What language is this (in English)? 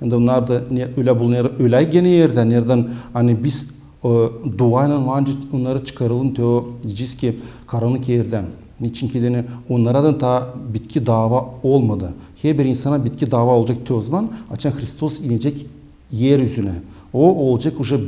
Gagauz